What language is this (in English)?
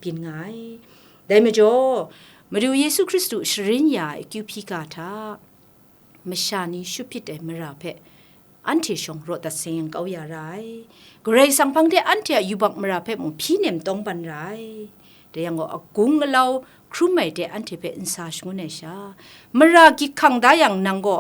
Kachin